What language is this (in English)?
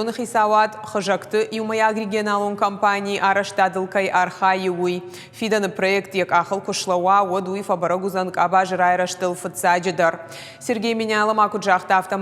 Ossetic